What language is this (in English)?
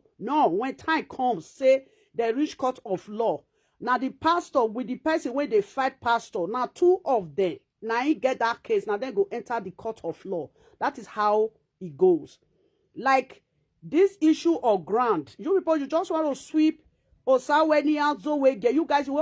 Nigerian Pidgin